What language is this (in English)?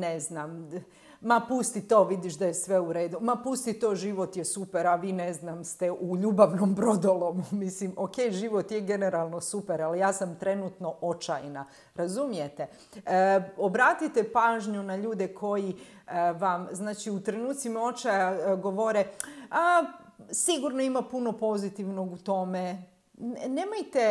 Croatian